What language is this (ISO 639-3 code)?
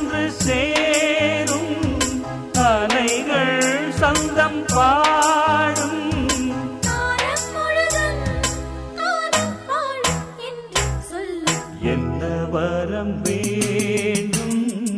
tam